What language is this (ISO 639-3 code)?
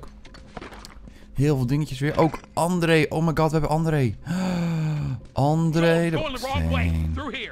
nld